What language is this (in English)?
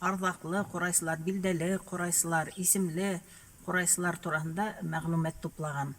Bashkir